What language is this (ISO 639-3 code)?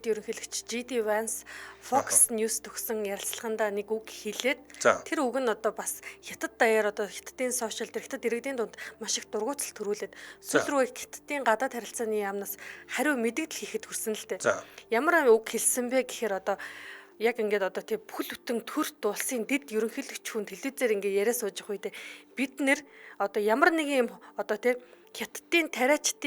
mon